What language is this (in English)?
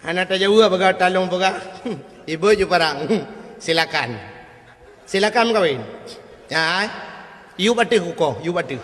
Achinese